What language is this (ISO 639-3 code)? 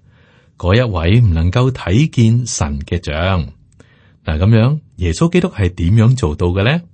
yue